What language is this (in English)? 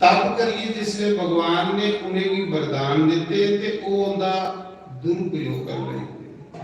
Dogri